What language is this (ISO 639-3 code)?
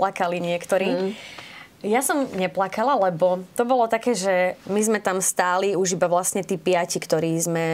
slk